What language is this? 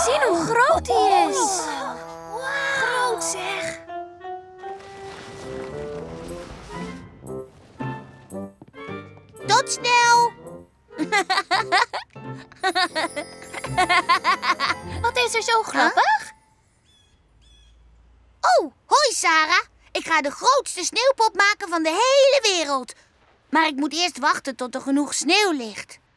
Dutch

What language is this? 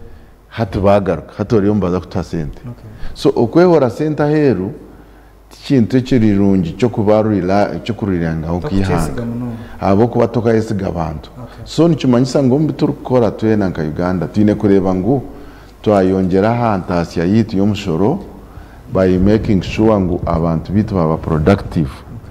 Nyankole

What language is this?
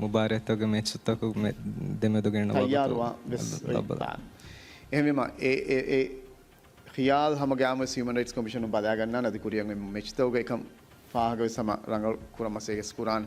Divehi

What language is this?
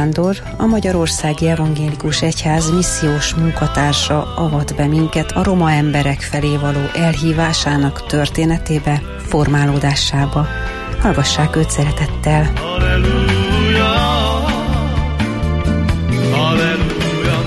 Hungarian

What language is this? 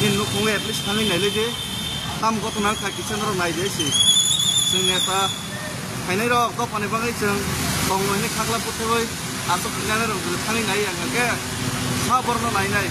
Kok Borok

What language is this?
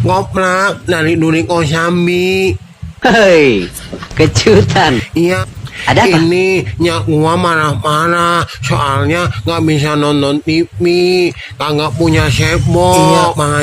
Betawi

